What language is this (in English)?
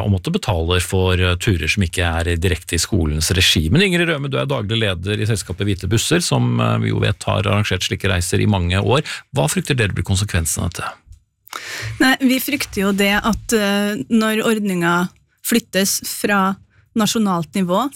Norwegian